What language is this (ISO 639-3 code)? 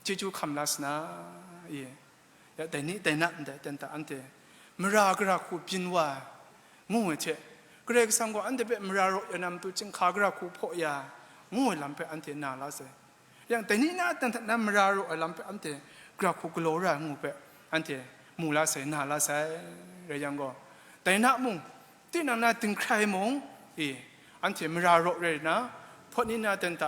kac